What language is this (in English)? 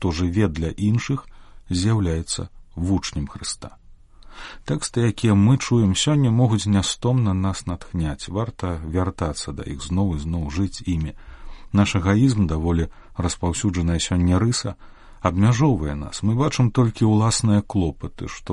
Belarusian